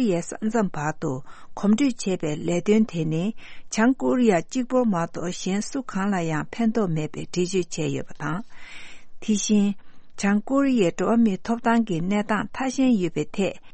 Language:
Tibetan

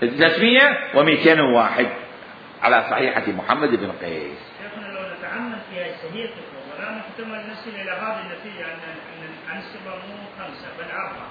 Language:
Mesopotamian Arabic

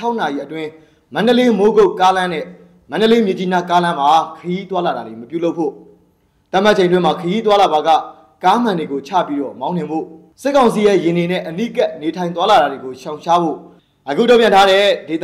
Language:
Burmese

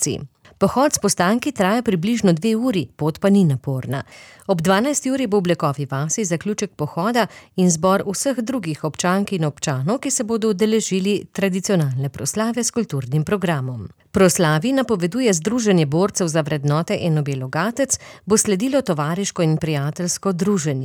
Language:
Slovenian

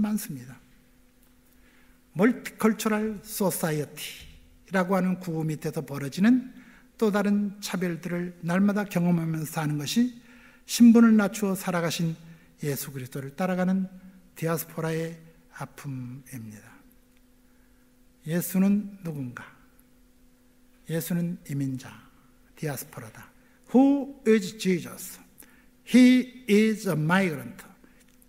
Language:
Korean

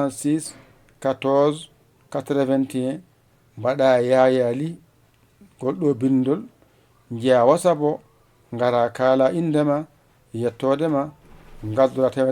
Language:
Fula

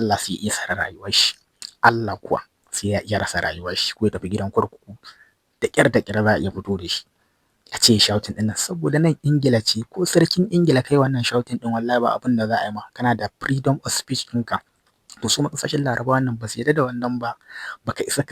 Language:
Hausa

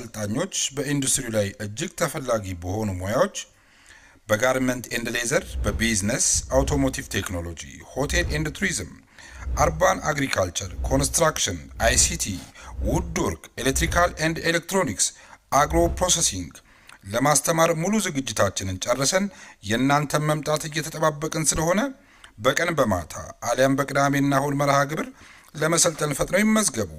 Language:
Amharic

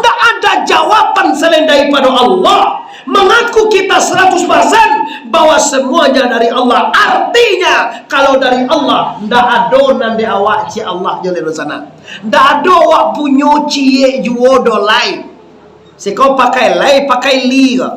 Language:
Minangkabau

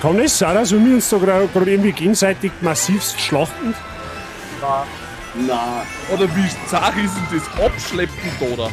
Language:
Bavarian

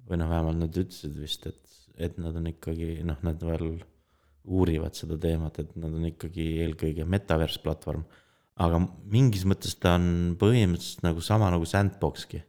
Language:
Estonian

